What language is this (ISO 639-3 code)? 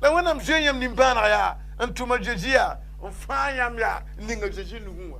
mos